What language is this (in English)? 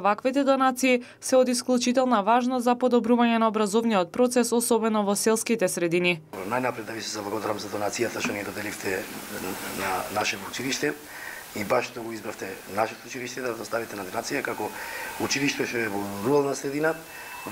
Macedonian